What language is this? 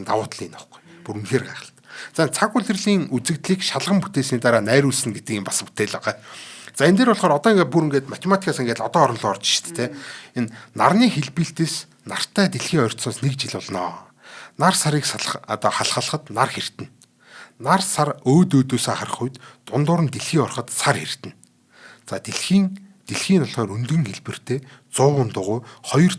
Mongolian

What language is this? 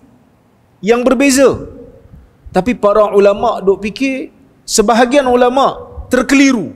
Malay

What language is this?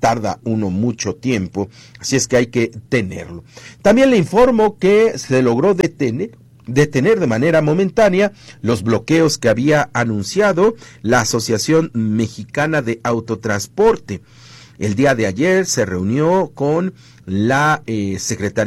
Spanish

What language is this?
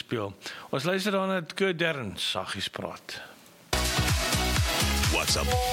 Afrikaans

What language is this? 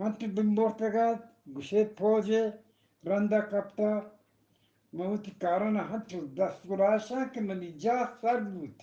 Eastern Balochi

